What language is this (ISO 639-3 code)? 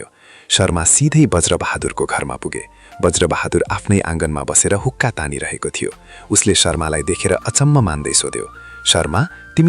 nep